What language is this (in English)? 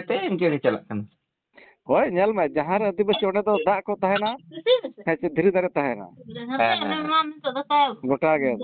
Santali